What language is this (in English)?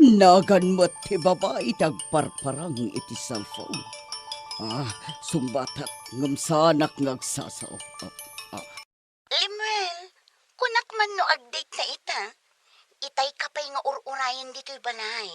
Iloko